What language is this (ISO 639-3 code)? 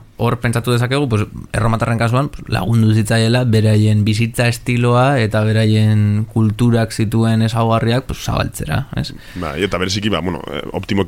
eus